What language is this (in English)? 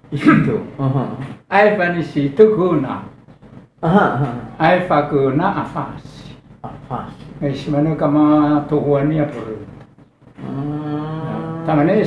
Nias